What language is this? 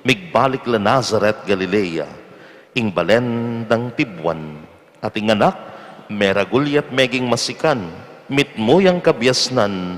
Pampanga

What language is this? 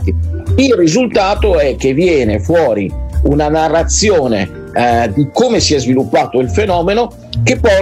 Italian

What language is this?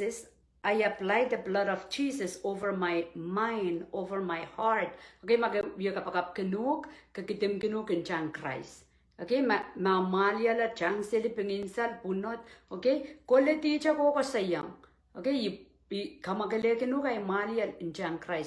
Pohnpeian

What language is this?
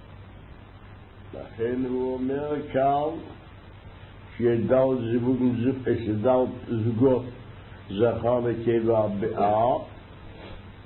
Hebrew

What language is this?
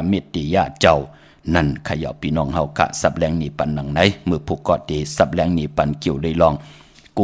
Shan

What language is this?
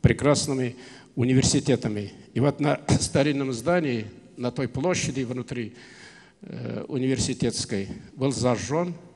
Russian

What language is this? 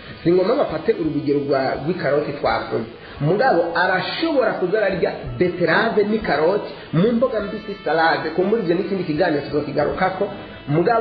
Rundi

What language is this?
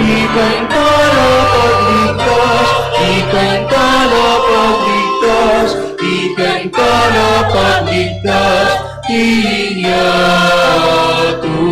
Pampanga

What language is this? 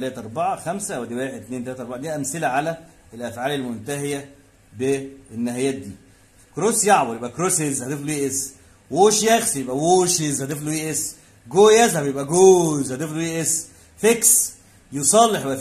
Egyptian Arabic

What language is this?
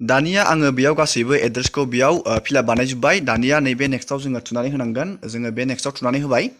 Bodo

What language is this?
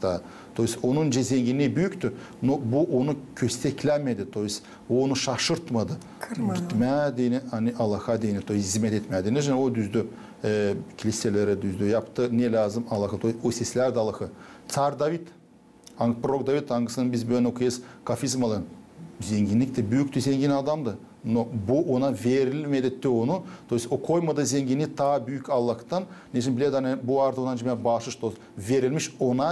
Gagauz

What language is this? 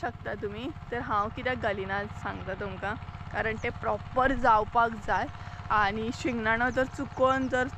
Konkani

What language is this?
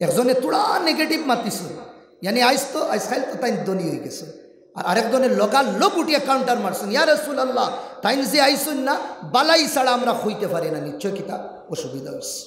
Sylheti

